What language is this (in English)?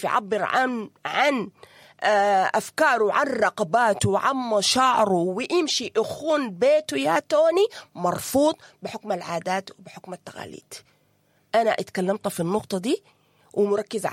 Sudanese Arabic